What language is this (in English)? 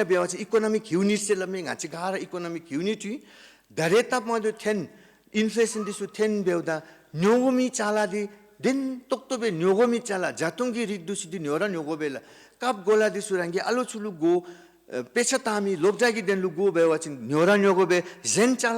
Dzongkha